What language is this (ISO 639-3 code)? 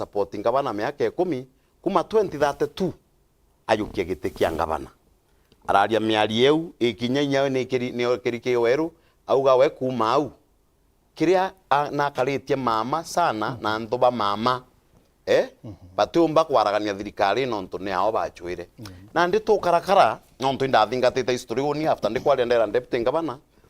mer